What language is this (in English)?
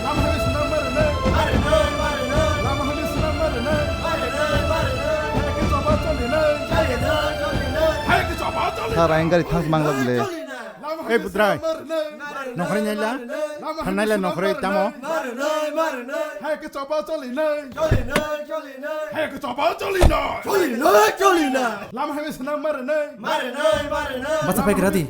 Kok Borok